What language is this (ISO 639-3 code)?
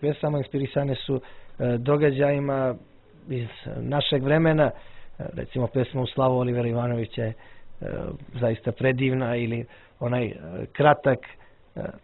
hrv